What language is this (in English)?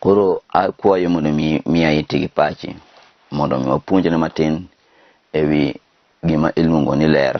Luo (Kenya and Tanzania)